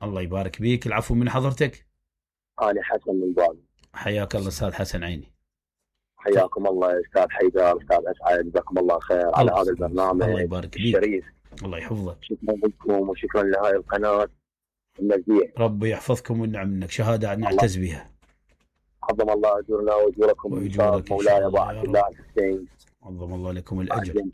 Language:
Mesopotamian Arabic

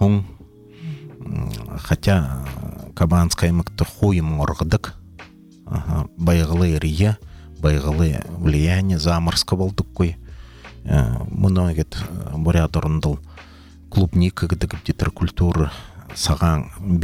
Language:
Buriat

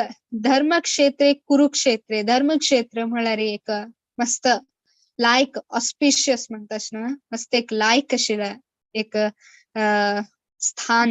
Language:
Konkani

